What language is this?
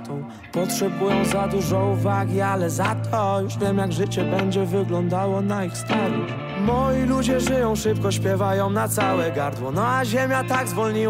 Polish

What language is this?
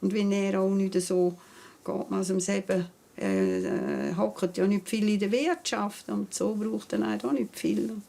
Swiss German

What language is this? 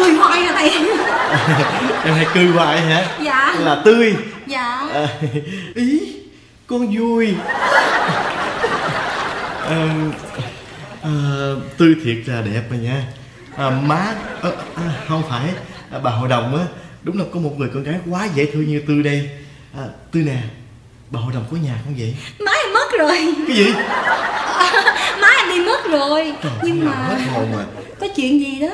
Vietnamese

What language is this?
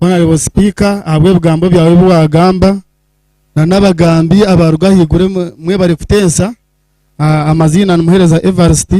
Nyankole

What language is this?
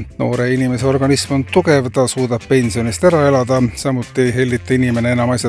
Estonian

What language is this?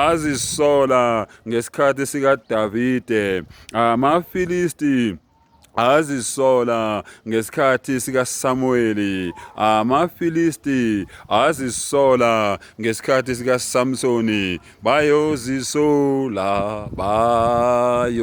Zulu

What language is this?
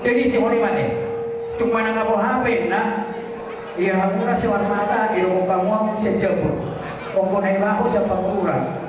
Batak Toba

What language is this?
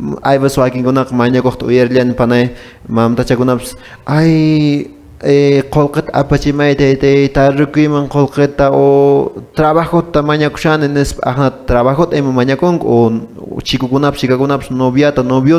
Quechua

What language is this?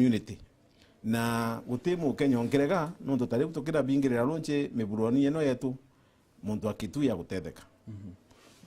Meru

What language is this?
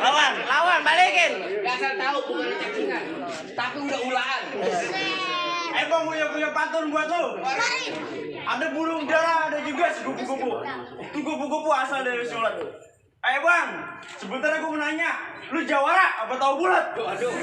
Betawi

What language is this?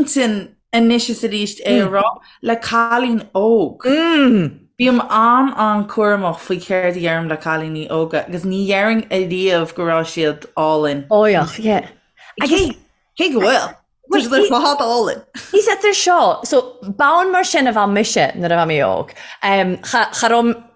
Irish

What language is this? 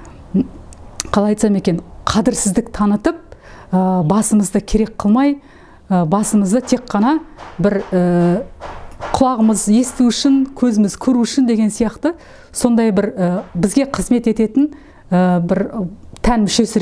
Kazakh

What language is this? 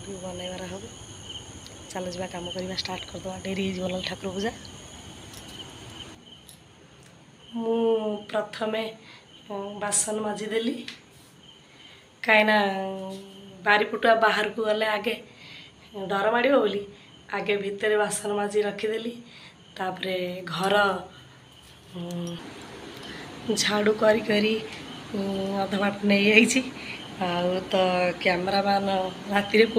Odia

